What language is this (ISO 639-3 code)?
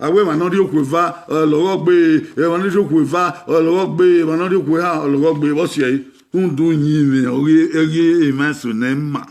bin